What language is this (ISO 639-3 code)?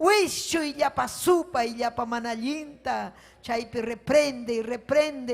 quy